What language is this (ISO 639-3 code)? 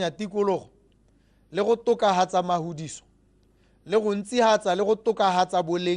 tsn